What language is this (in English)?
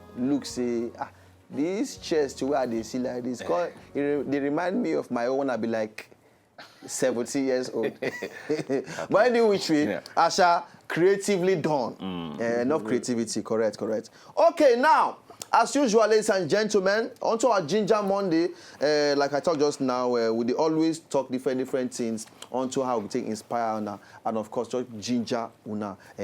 Nigerian Pidgin